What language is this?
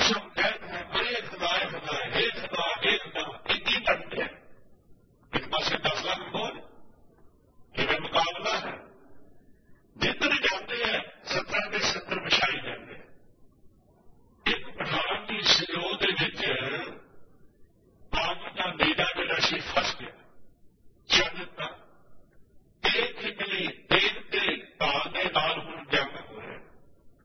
Punjabi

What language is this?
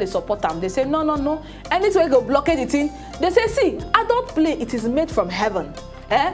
Nigerian Pidgin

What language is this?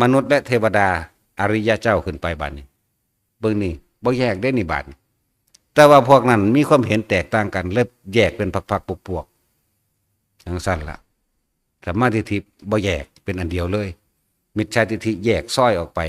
Northeastern Thai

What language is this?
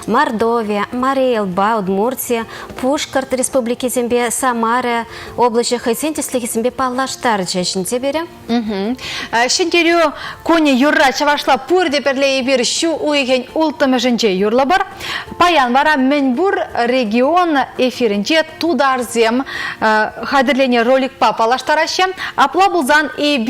Chuvash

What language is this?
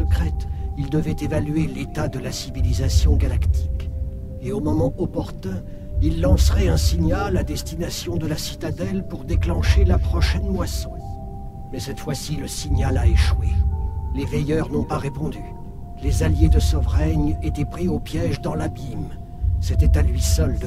French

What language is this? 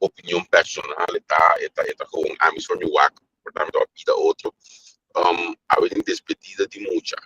Papiamento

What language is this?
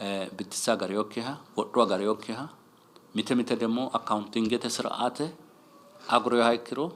Sidamo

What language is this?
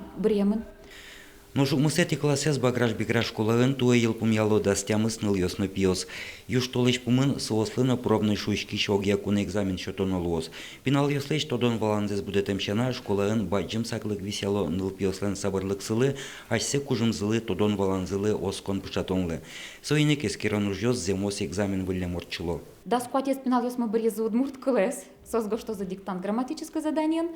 Udmurt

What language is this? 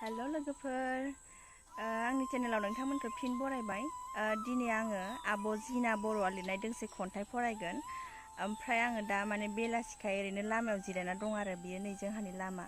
Bodo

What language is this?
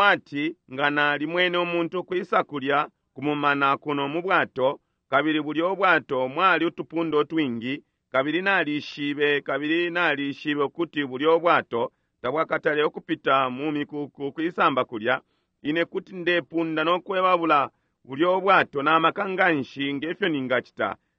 Bemba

